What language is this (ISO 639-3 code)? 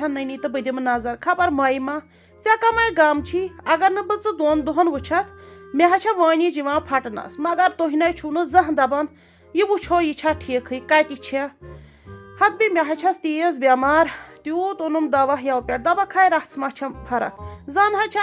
kas